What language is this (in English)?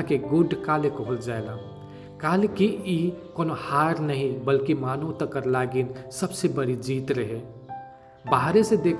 Sadri